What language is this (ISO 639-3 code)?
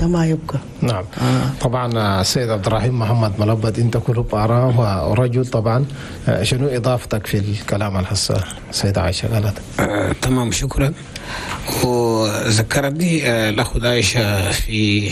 shu